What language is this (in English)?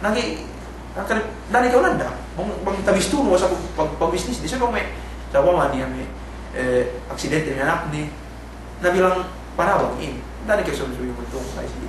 Yakan